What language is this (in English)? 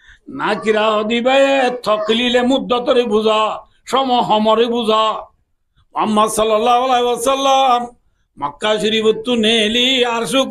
Rohingya